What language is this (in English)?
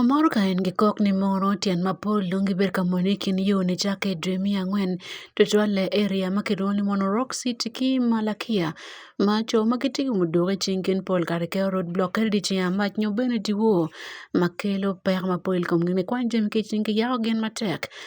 Acoli